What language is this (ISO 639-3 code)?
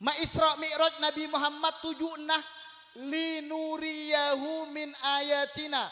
mad